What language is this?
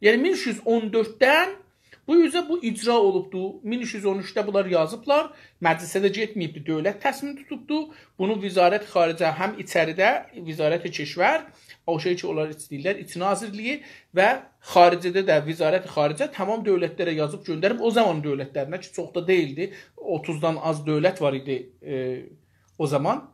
South Azerbaijani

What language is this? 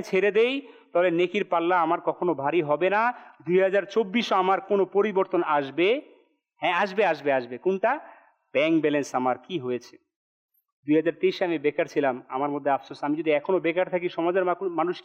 Bangla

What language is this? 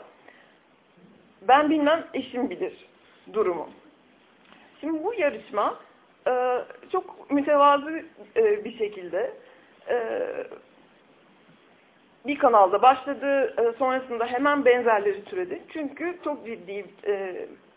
Turkish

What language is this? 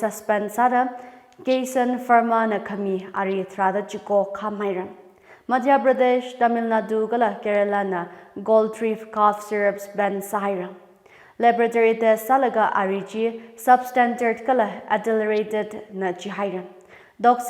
Tangkhul Naga (India)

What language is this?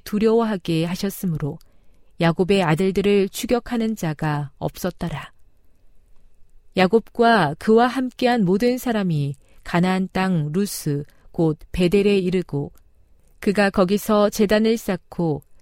Korean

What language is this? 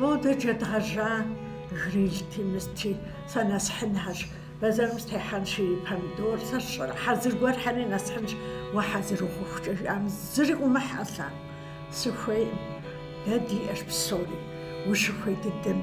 Kabardian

